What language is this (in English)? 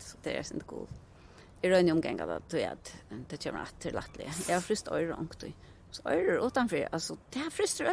Faroese